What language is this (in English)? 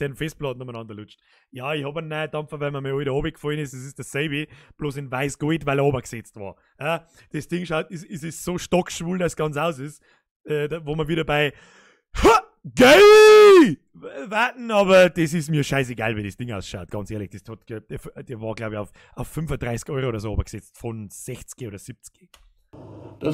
Bavarian